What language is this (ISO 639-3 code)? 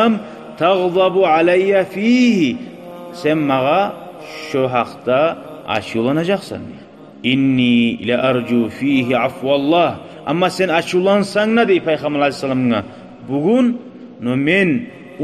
kum